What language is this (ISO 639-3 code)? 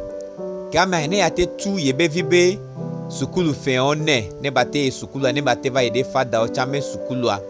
gej